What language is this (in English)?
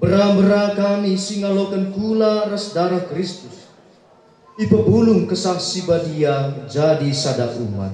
Batak Karo